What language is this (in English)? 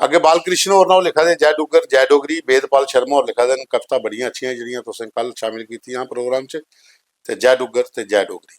Dogri